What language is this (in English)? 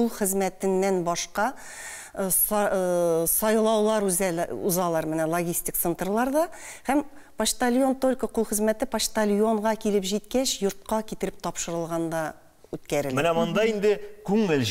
Tatar